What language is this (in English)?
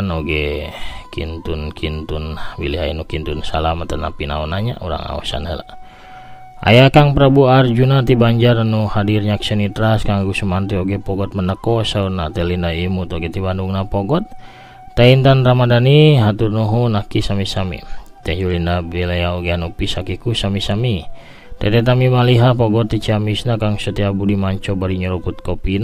Sundanese